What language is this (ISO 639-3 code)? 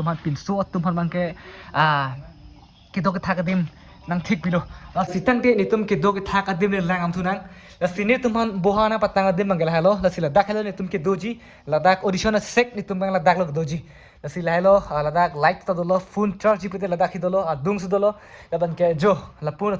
mjw